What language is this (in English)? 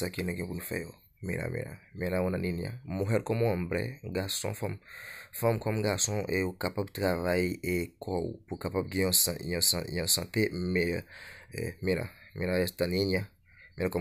Haitian Creole